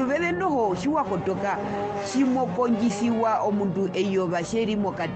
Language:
Herero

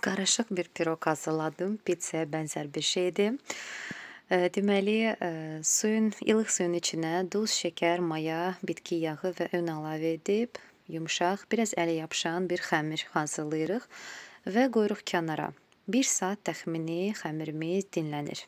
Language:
Azerbaijani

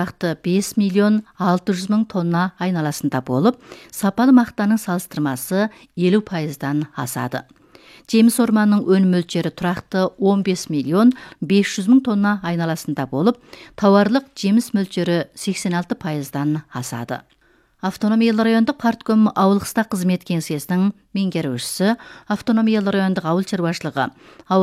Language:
Kazakh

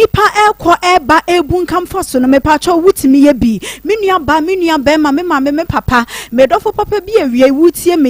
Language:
Akan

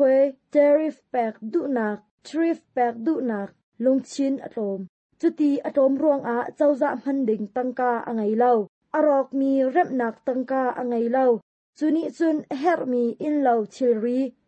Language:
Hakha Chin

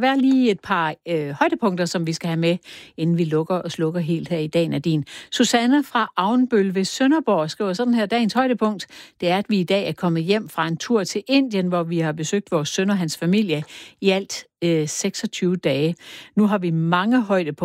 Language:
Danish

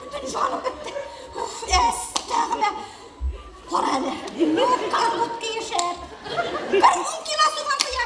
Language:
Tatar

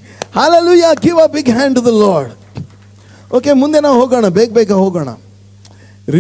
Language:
Kannada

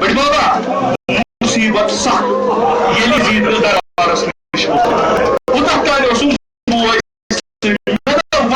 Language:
Kashmiri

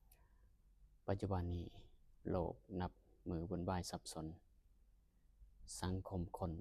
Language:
Lao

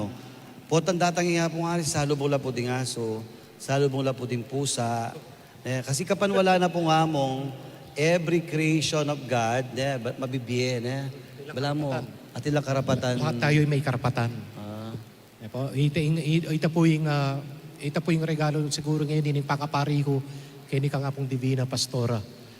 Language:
Pampanga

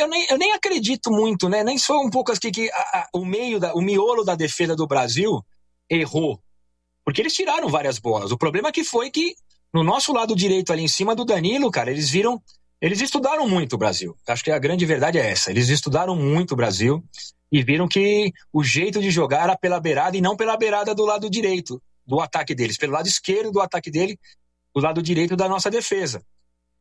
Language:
Portuguese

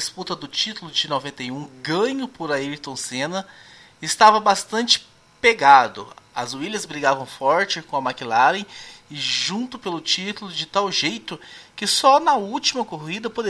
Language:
Portuguese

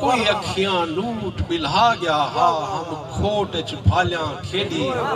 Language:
Saraiki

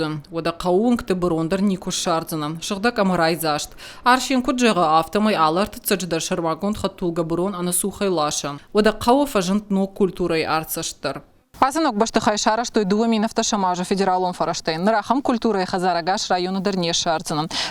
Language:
Ossetic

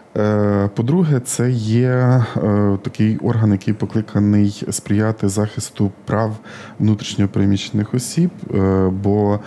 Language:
Ukrainian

